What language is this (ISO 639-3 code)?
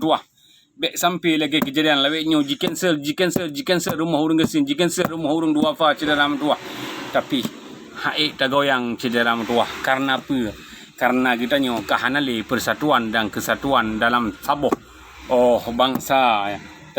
ace